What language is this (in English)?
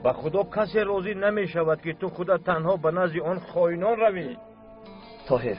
Tajik